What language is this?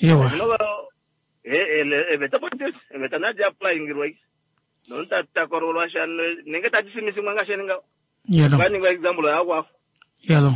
Kuanyama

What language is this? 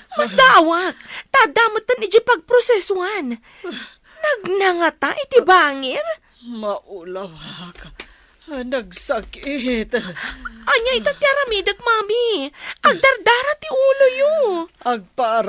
Iloko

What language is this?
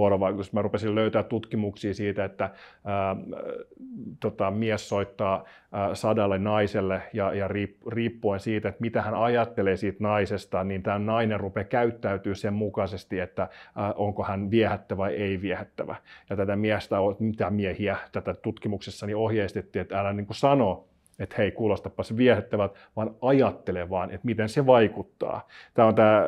Finnish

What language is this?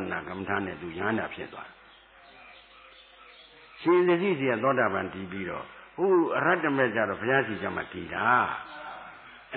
Burmese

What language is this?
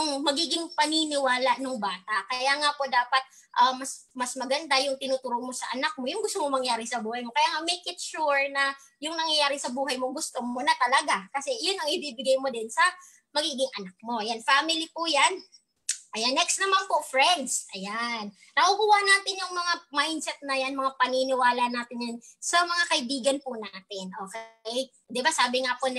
Filipino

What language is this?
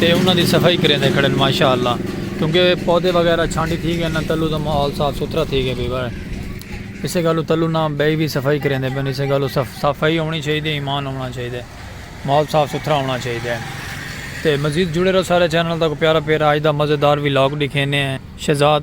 Saraiki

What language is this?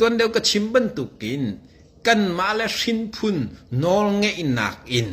Hakha Chin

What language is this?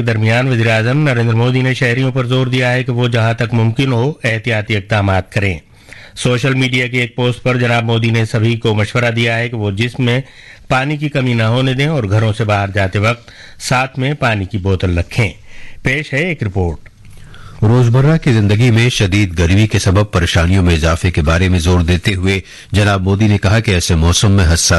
Urdu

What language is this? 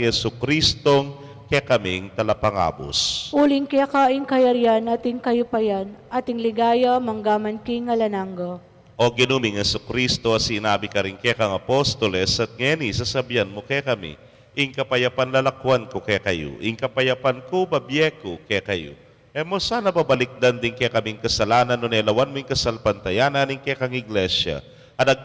Pampanga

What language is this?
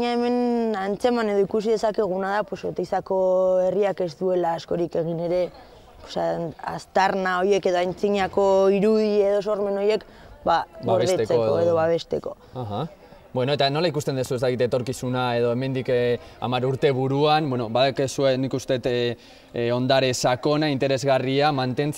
Basque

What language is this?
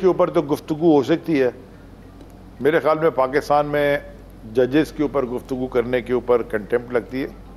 Urdu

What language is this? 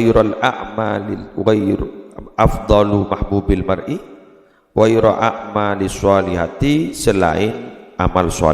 Madurese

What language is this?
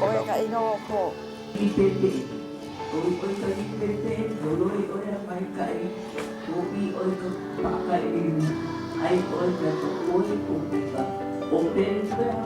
Hawaiian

